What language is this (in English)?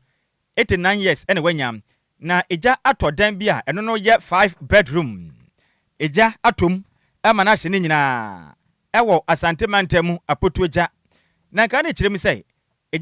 Akan